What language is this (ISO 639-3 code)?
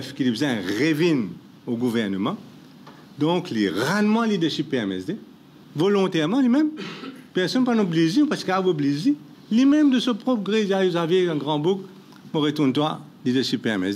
mfe